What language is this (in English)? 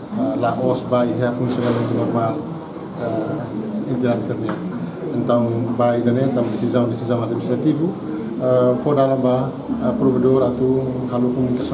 Tetum